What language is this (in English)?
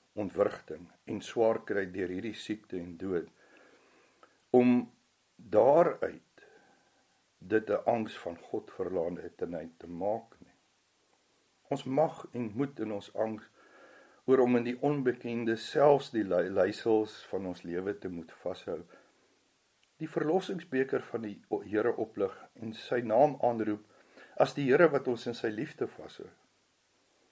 Afrikaans